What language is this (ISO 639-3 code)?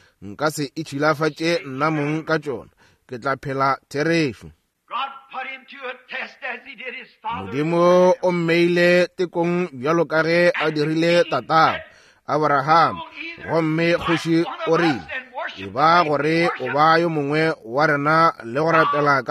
nso